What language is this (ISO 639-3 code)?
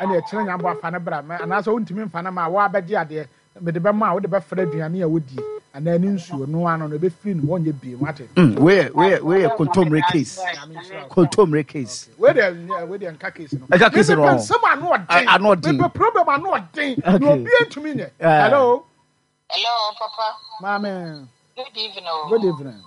aka